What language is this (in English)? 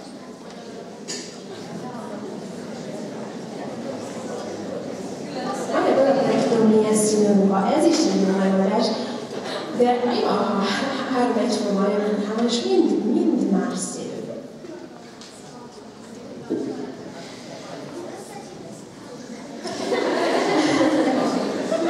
Hungarian